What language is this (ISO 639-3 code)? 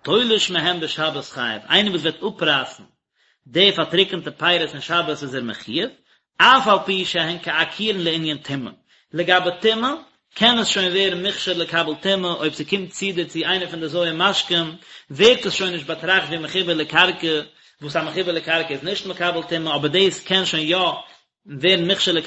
yid